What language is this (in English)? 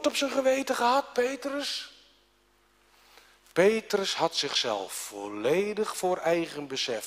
Dutch